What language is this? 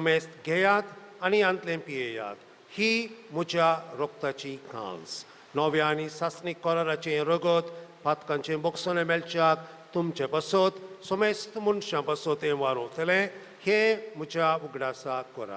Konkani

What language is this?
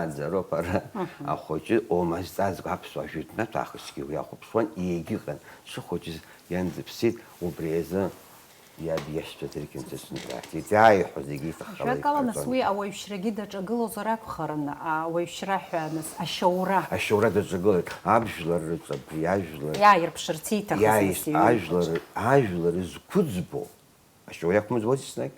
Abkhazian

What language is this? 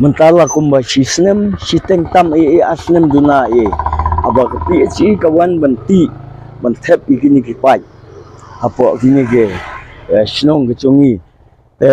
Khasi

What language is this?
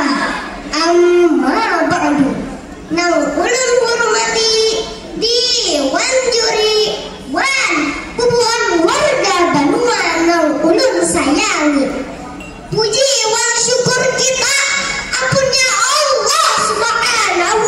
Banjar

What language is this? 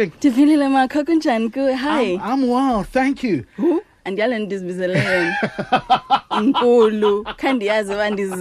Xhosa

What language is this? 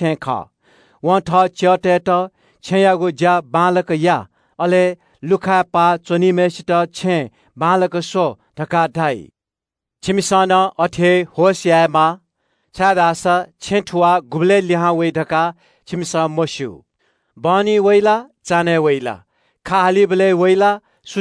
Newari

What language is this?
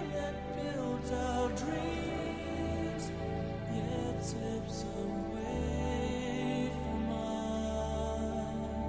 English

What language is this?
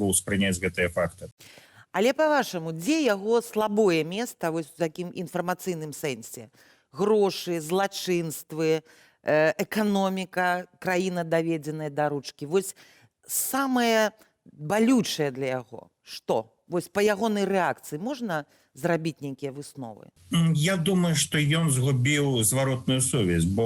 Belarusian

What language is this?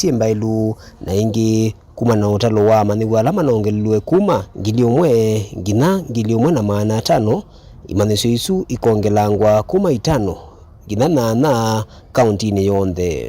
Kamba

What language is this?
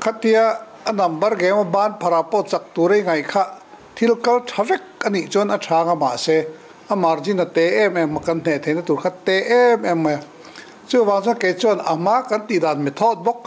Mizo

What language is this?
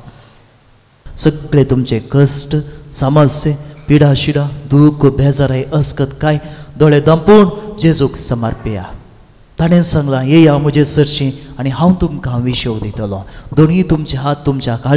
Konkani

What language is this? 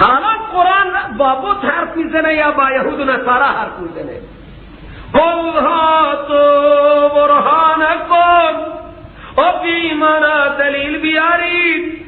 Persian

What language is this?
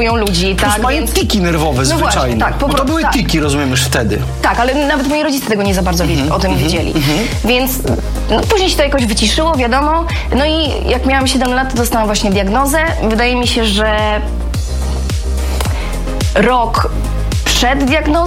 Polish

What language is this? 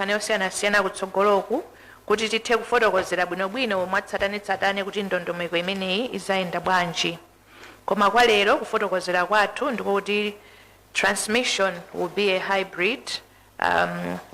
Nyanja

